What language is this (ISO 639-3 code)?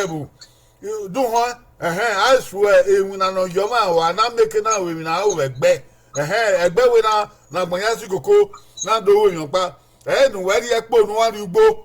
bin